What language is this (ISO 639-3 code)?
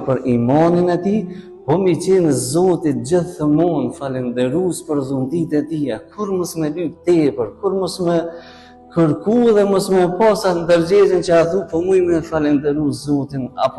sqi